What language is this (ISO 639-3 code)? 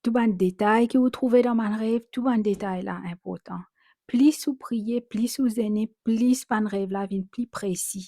mfe